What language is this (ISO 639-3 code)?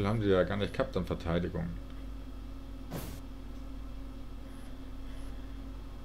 deu